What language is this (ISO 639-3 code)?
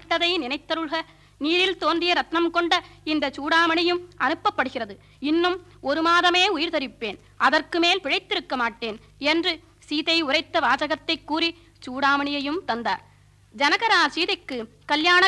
tam